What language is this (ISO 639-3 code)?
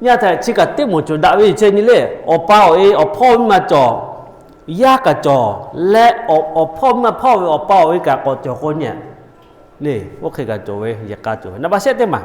lhu